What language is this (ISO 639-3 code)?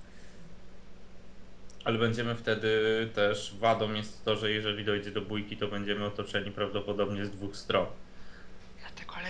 pol